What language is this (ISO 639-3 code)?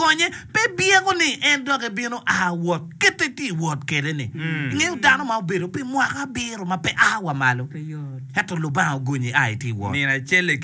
ach